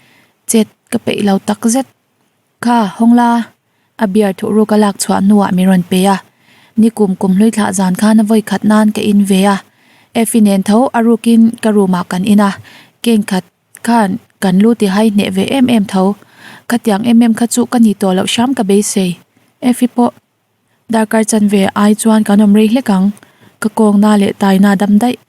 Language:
Mizo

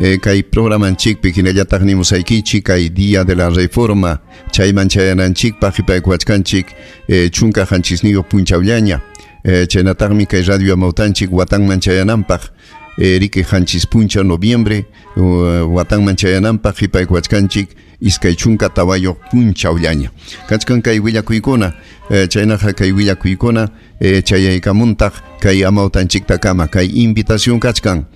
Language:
Ayacucho Quechua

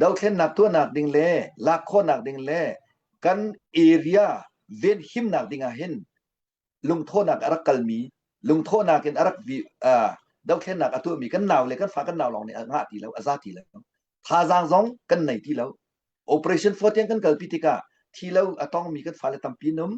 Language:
Hakha Chin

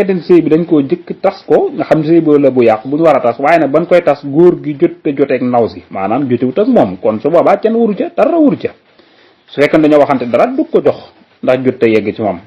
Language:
Wolof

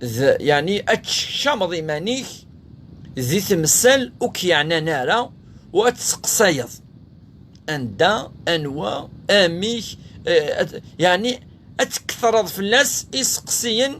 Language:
Kabyle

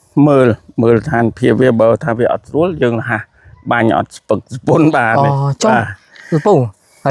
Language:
Khmer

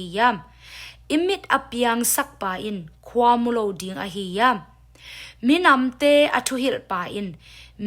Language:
Tedim Chin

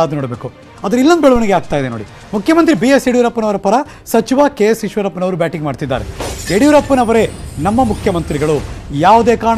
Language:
Kannada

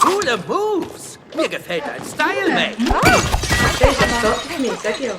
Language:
Swiss German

